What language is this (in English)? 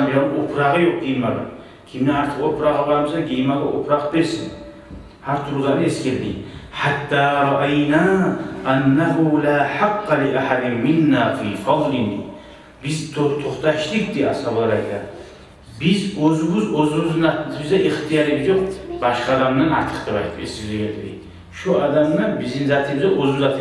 Kumyk